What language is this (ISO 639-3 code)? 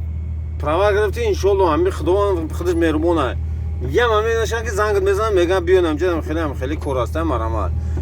tgk